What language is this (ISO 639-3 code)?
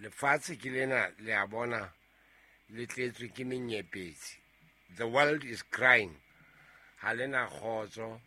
sot